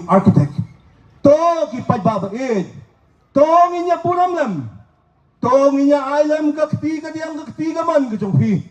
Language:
Khasi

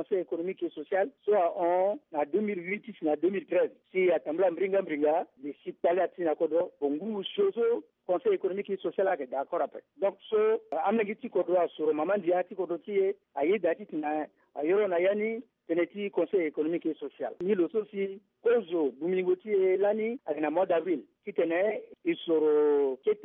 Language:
Sango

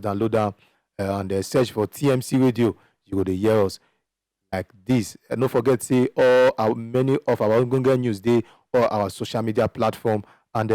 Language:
Nigerian Pidgin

